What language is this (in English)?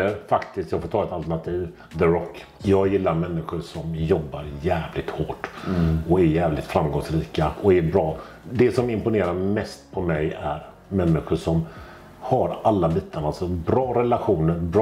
Swedish